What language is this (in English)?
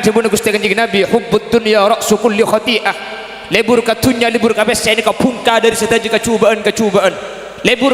Madurese